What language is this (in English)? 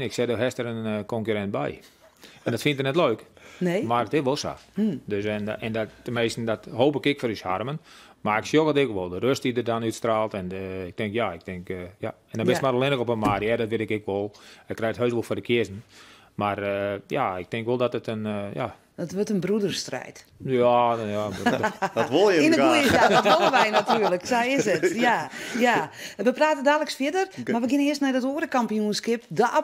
Western Frisian